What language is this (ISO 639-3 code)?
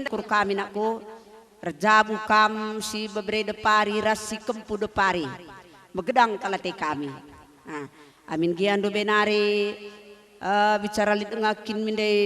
btx